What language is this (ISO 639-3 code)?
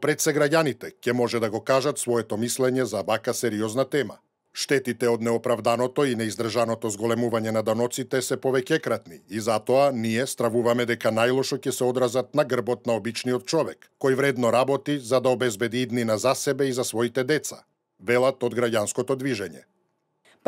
mkd